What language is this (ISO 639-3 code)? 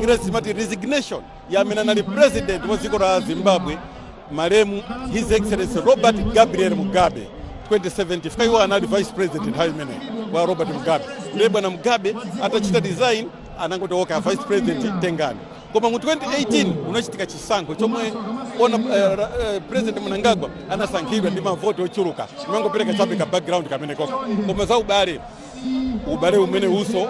nya